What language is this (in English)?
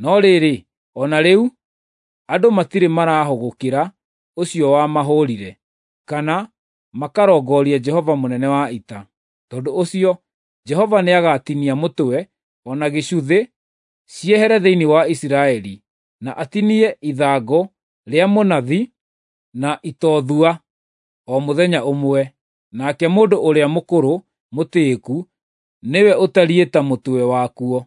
Kikuyu